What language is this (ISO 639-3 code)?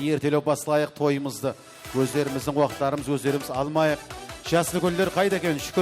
kaa